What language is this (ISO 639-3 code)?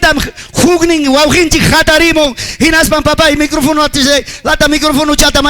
quy